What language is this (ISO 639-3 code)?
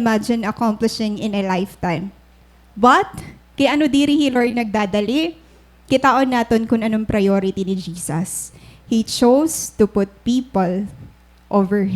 war